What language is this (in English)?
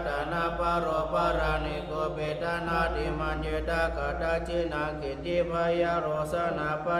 Pali